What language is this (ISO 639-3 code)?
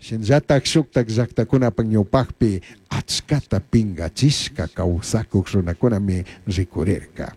qug